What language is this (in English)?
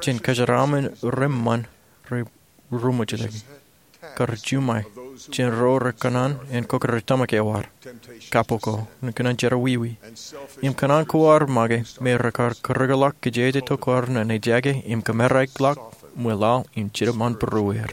Marshallese